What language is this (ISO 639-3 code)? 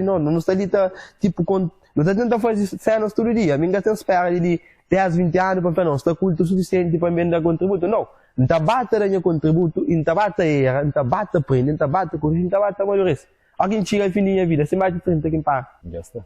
kea